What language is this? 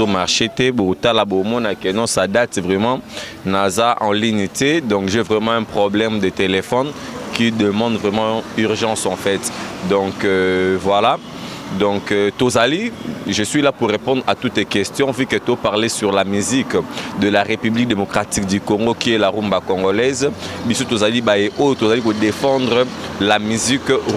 Lingala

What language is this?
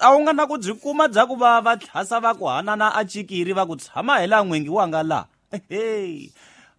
Tsonga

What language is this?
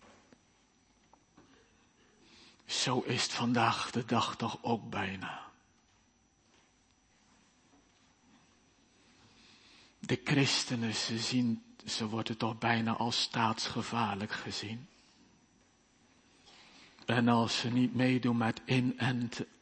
Dutch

